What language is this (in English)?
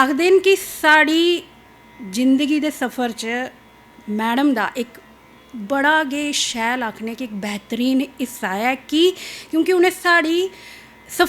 Dogri